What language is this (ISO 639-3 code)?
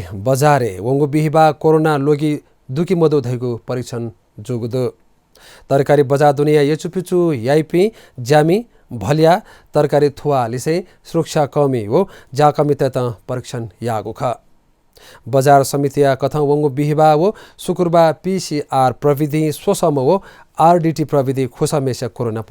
new